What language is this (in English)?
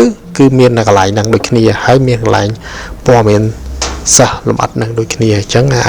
Khmer